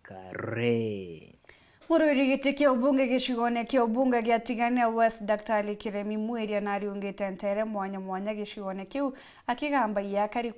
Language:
Meru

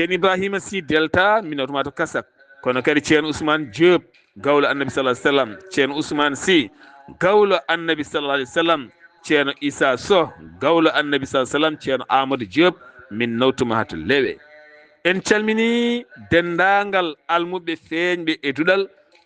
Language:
Fula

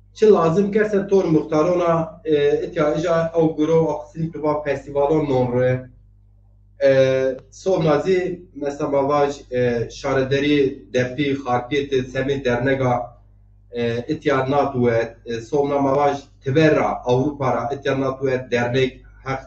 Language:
Zaza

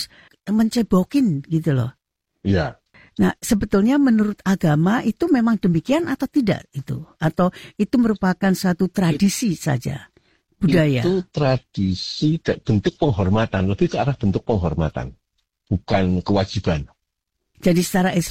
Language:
Indonesian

